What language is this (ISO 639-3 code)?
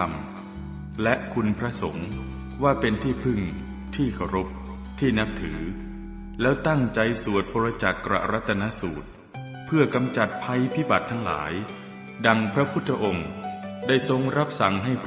pli